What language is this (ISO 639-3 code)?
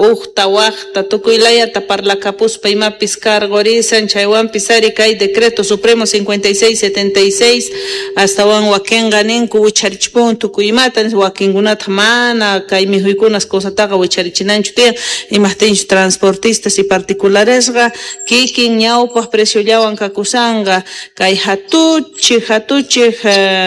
que